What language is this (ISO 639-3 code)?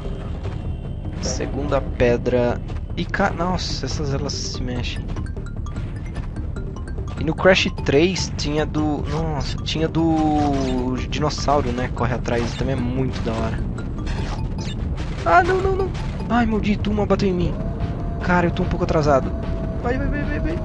por